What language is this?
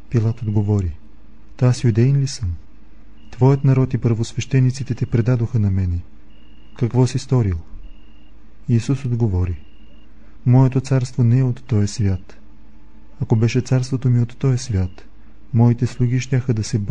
Bulgarian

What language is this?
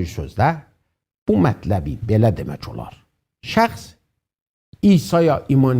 South Azerbaijani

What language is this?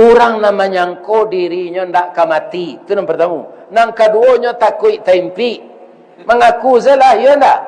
Minangkabau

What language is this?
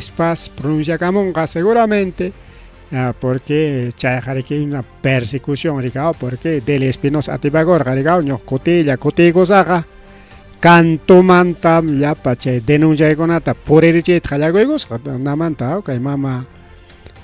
Ayacucho Quechua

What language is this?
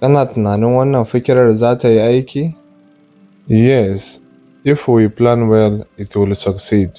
Hausa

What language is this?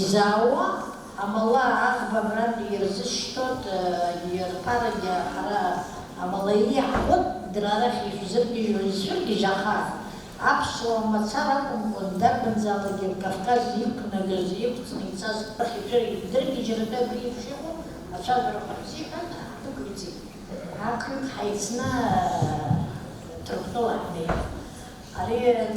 Abkhazian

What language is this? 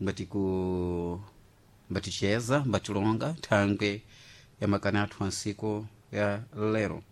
Sena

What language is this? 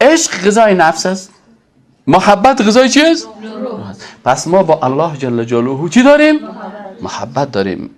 Persian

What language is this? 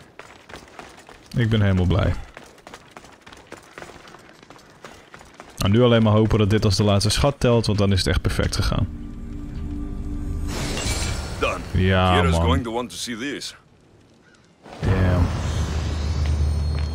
Dutch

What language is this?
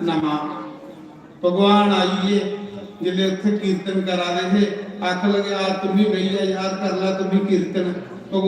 Dogri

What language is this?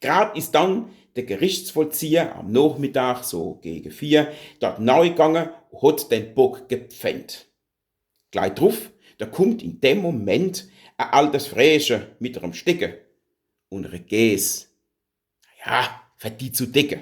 Palatine German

